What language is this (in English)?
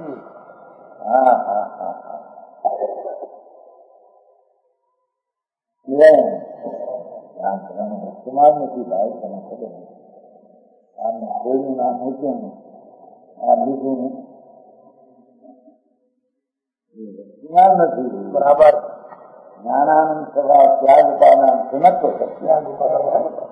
Gujarati